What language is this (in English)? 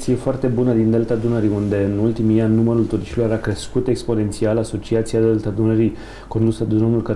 Romanian